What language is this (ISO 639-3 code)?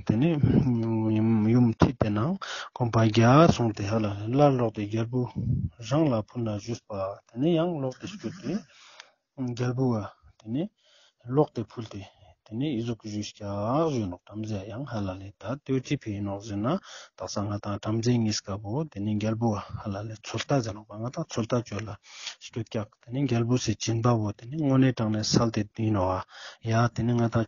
lbj